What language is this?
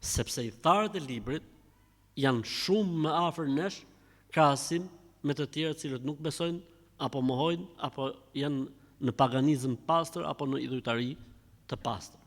Albanian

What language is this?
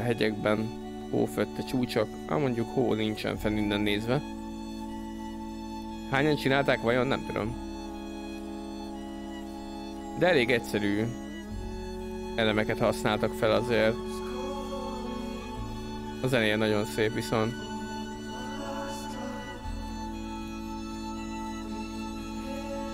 Hungarian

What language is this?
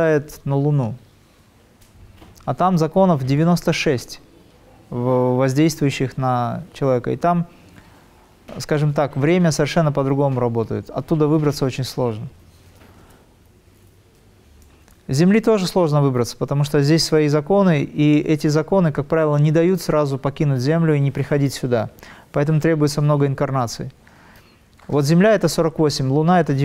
Russian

